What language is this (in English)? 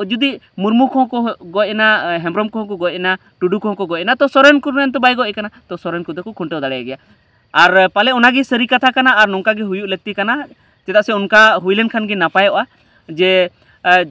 Santali